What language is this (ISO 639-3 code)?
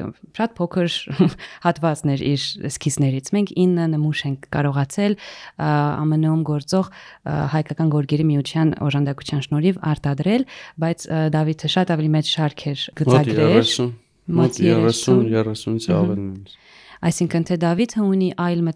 hye